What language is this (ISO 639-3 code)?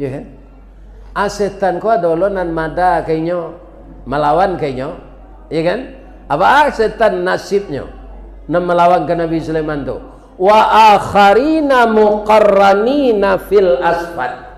min